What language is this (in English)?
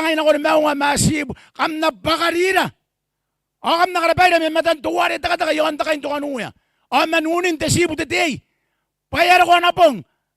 Gilbertese